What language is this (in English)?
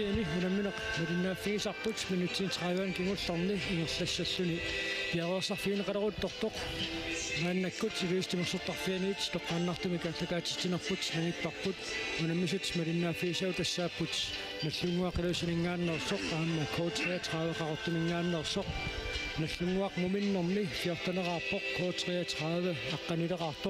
Kalaallisut